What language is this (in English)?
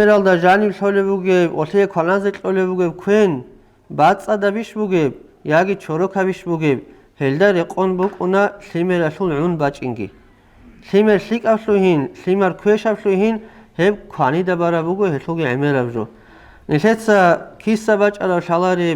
Avaric